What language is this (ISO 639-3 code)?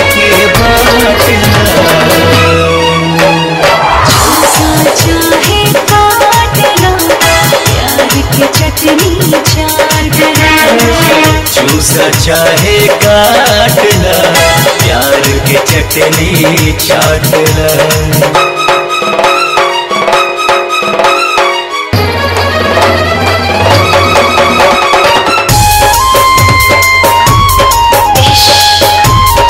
bho